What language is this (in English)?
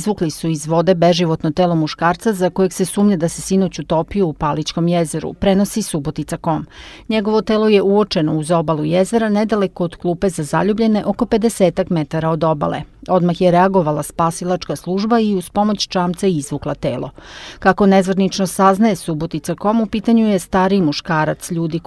Serbian